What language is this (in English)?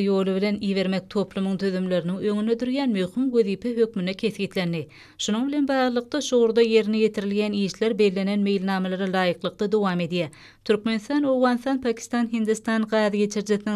Turkmen